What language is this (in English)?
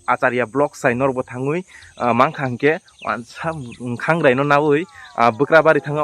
Kok Borok